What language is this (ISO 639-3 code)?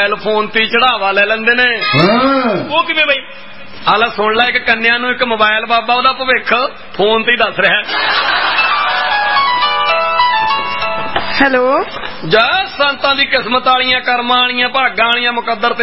pan